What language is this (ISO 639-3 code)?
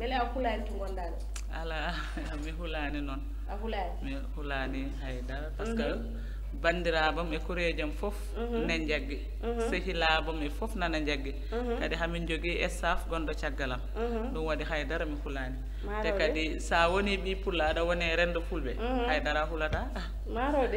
ful